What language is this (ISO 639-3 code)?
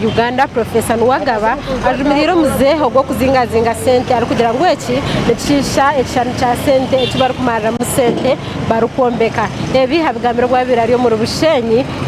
nyn